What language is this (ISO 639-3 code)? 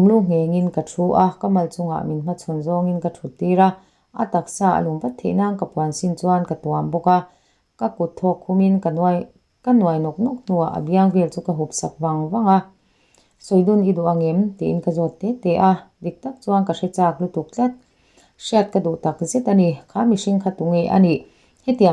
lus